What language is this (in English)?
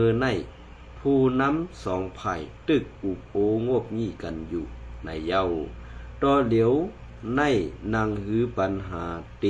Shan